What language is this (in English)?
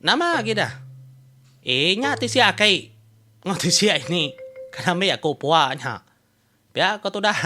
Iban